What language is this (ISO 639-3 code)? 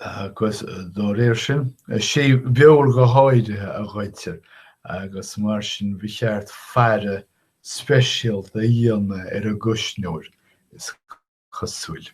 gle